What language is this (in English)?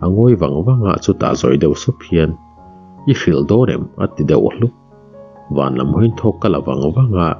Mizo